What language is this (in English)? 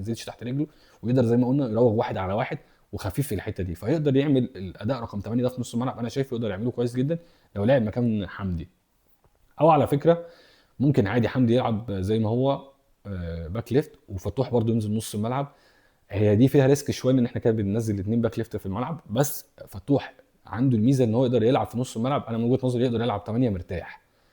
Egyptian Arabic